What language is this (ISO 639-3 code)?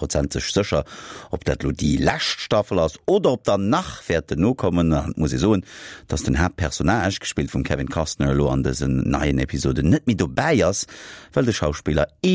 ltz